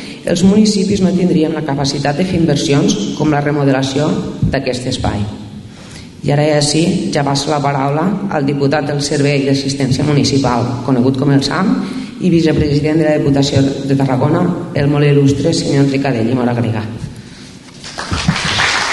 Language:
Catalan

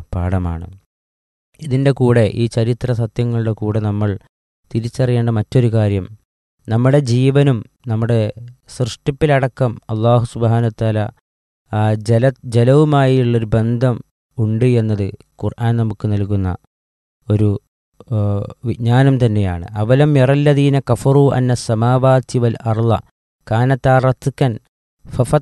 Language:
Malayalam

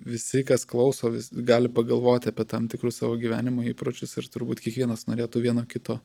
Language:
Lithuanian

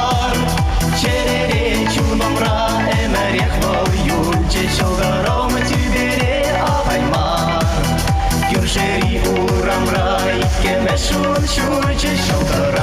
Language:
Chuvash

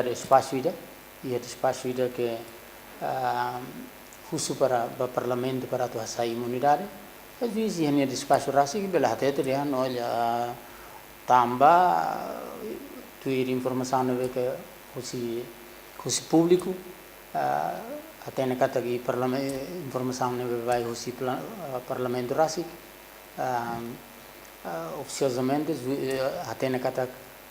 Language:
Tetum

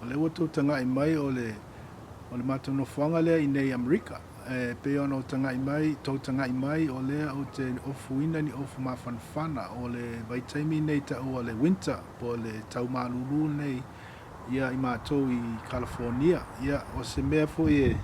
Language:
Samoan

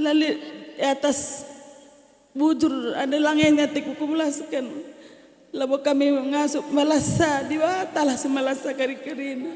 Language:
Batak Karo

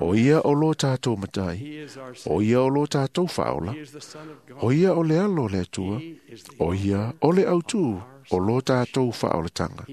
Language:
Samoan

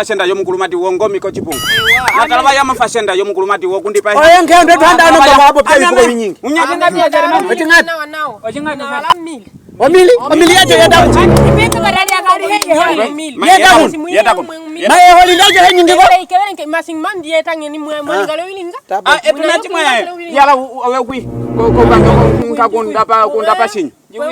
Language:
Nyaneka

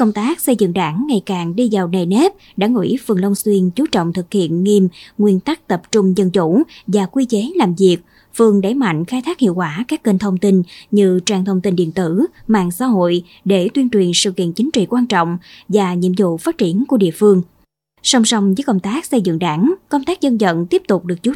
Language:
Vietnamese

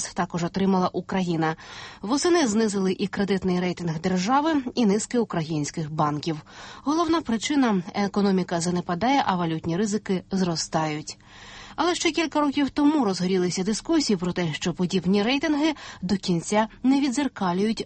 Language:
Ukrainian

